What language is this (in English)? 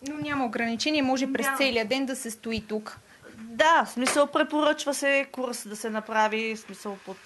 Bulgarian